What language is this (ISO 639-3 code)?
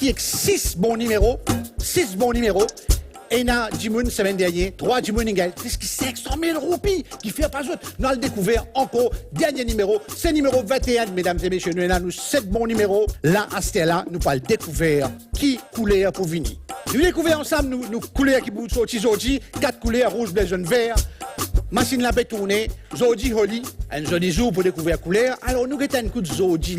mfe